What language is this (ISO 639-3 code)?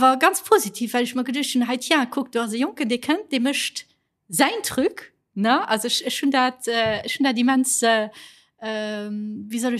ltz